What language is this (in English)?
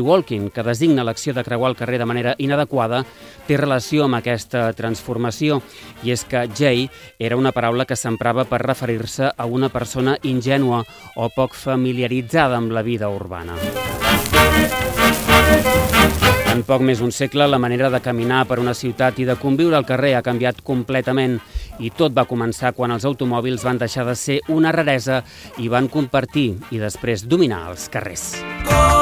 Catalan